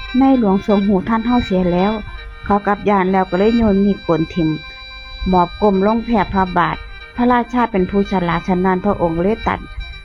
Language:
Northeastern Thai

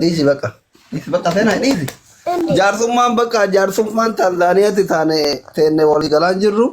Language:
Oromo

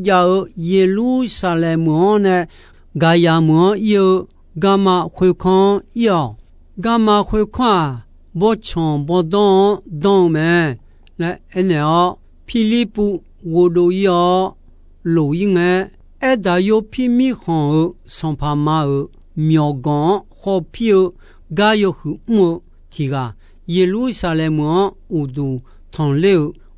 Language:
Akha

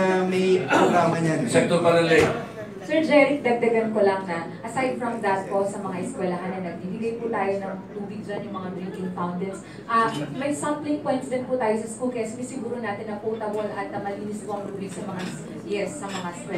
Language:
Filipino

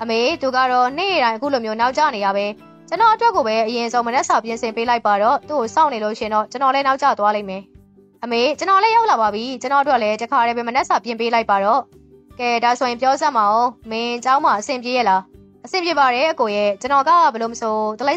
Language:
Burmese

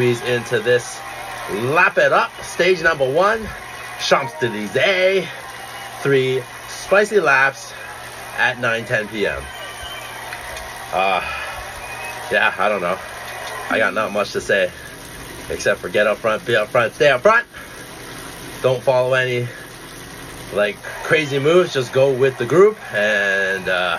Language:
English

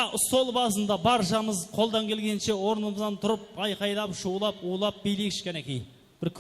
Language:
Kara-Kalpak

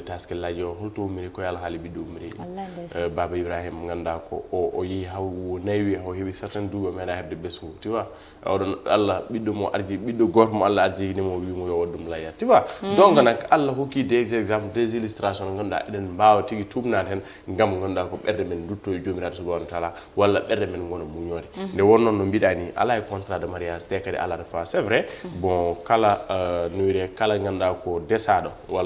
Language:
Fula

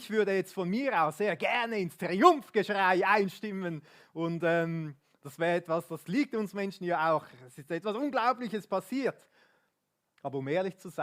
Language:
Swiss German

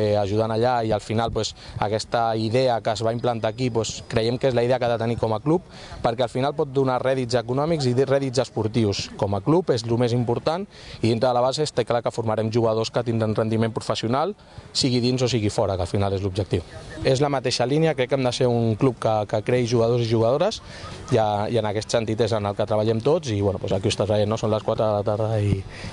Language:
Catalan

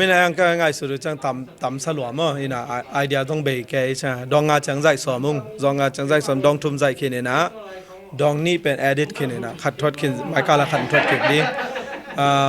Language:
Tedim Chin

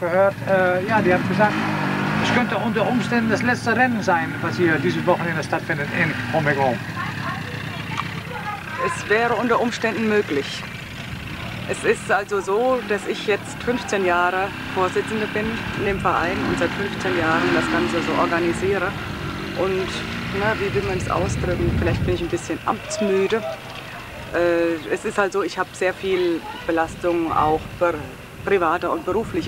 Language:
German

